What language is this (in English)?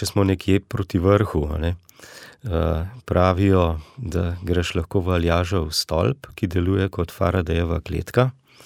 Slovenian